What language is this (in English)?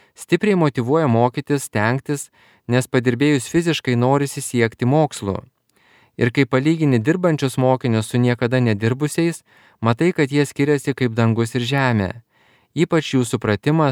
Lithuanian